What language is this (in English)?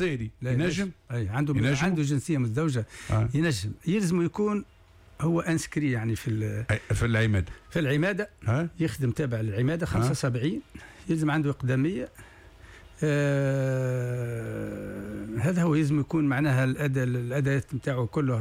Tunisian Arabic